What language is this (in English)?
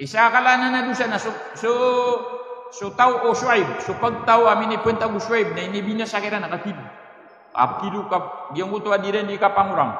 Maranao